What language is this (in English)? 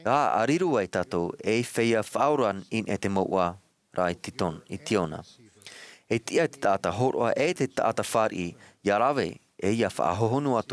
Tahitian